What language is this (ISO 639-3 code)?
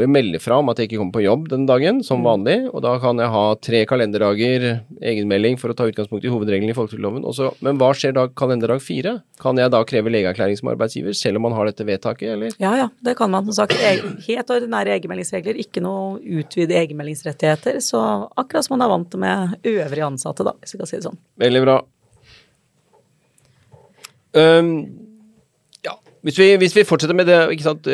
nor